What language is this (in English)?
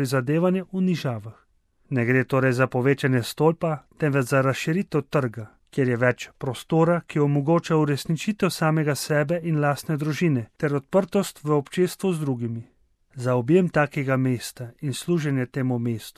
Slovenian